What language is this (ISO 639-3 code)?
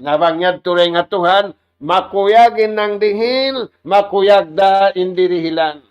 tsg